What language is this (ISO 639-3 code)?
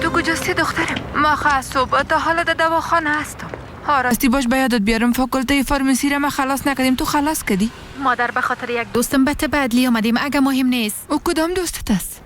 fas